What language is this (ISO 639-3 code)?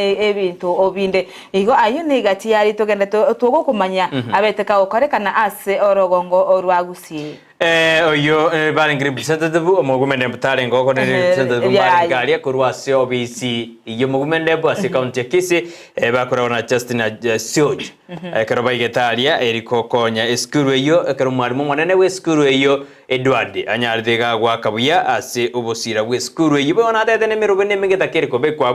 guz